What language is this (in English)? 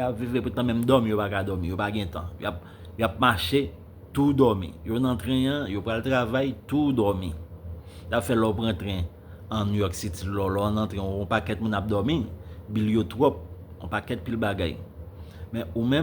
Haitian Creole